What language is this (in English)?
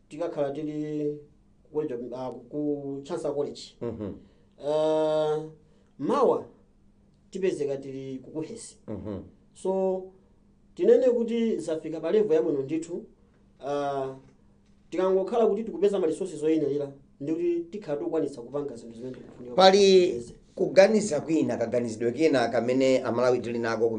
Nyanja